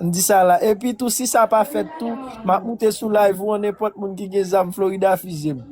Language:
Haitian Creole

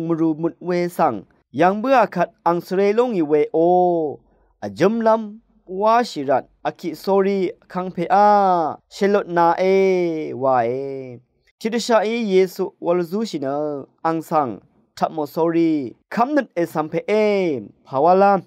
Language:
Rawang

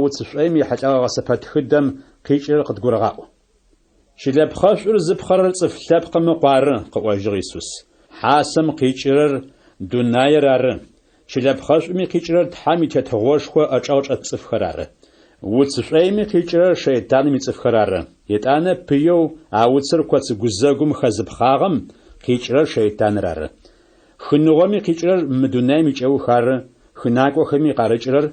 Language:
Adyghe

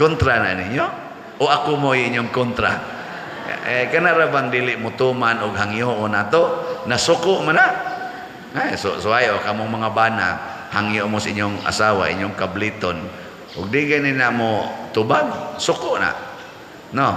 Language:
Cebuano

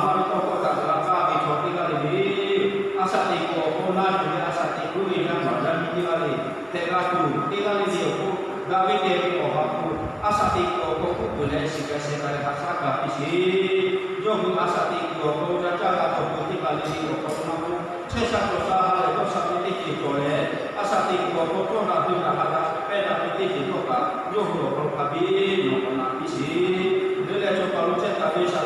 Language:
Lahu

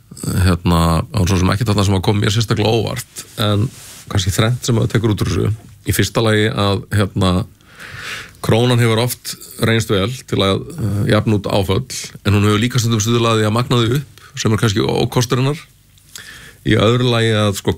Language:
Icelandic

